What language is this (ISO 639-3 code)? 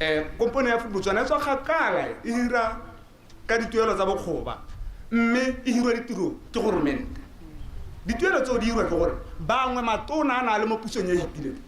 tsn